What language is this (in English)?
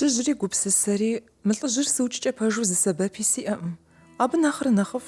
Kabardian